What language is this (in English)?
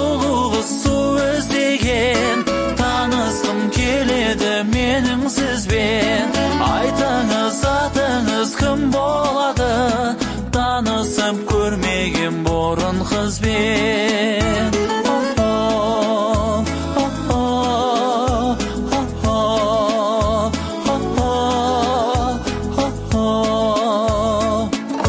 Kazakh